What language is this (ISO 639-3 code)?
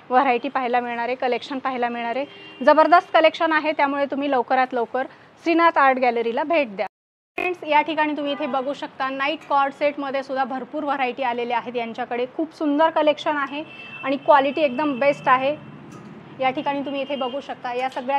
mar